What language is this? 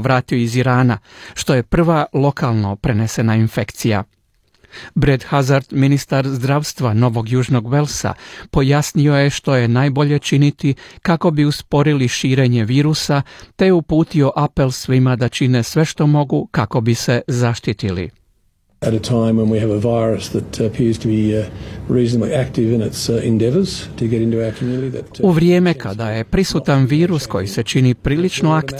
Croatian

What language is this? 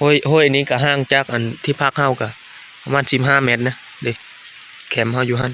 Lao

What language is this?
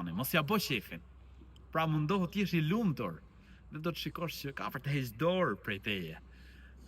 Albanian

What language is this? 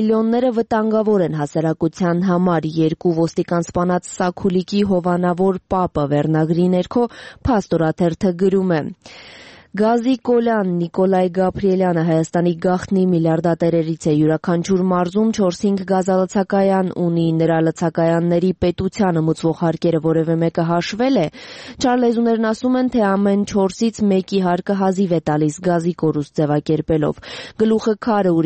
Armenian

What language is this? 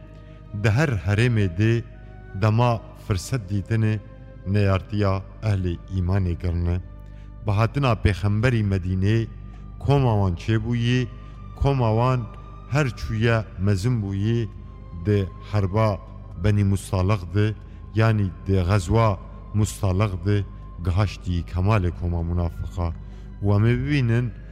Kurdish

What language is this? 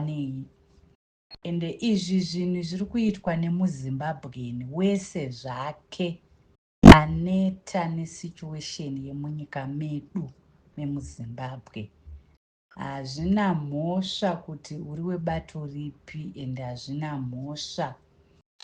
Shona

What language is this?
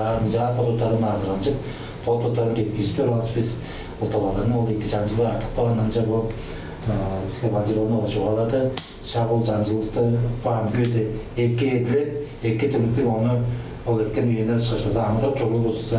Tuvinian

